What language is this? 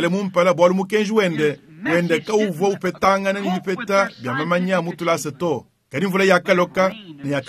Luba-Lulua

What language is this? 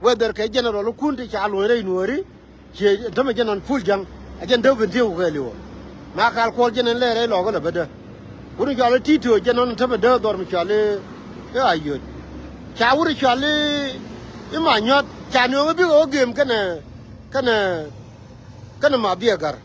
Nuer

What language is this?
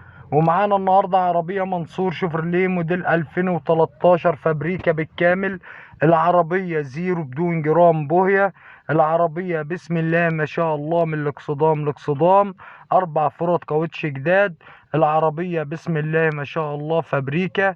Egyptian Arabic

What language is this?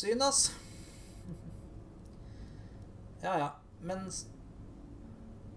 Norwegian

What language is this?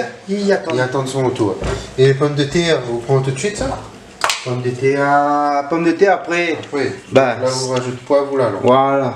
Réunion Creole French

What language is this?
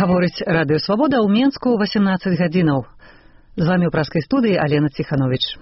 Belarusian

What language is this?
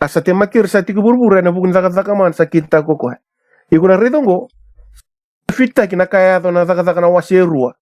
Fijian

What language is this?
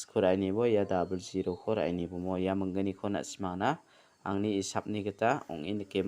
Garo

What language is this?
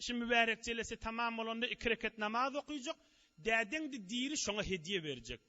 Turkmen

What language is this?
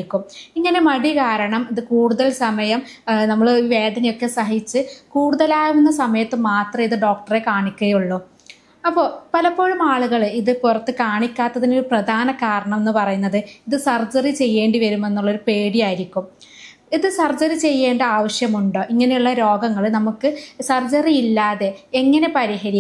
Malayalam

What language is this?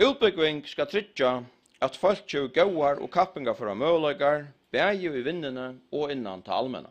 Faroese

